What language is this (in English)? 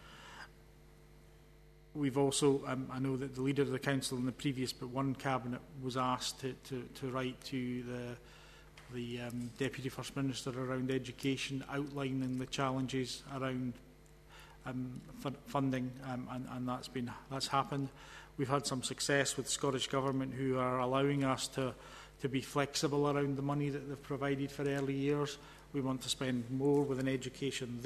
English